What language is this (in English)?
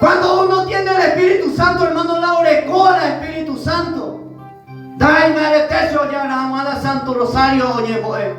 Guarani